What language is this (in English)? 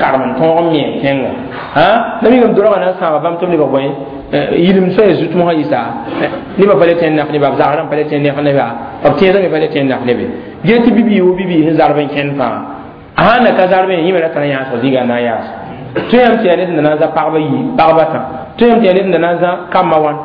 Mossi